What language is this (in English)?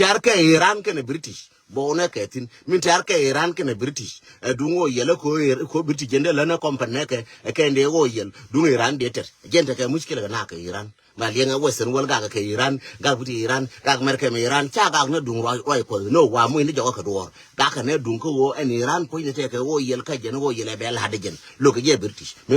Nuer